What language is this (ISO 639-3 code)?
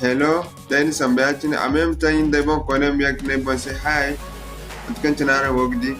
dje